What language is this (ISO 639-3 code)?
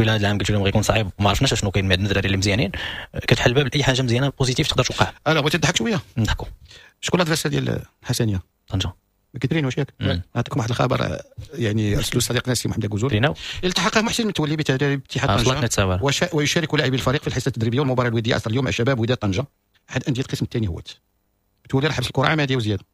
ary